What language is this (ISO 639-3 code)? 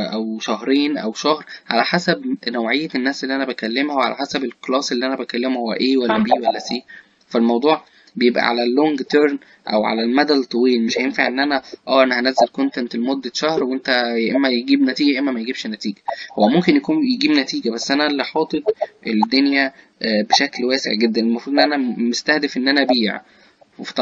arz